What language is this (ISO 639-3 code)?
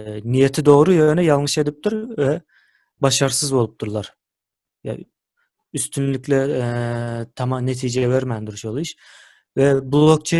tuk